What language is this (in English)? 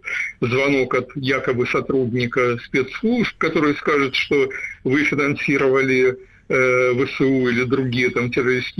Russian